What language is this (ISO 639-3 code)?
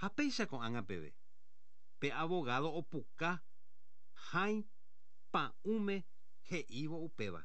grn